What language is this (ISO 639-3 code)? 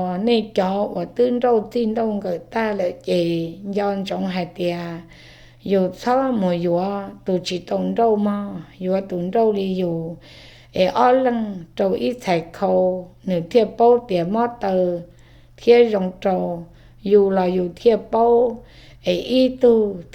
hmn